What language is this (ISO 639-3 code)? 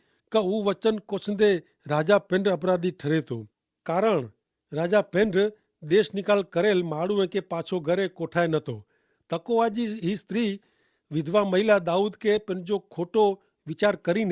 kfr